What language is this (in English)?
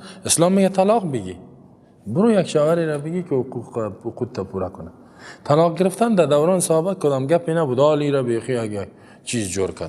Persian